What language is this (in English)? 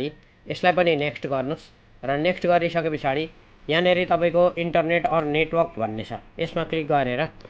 Nepali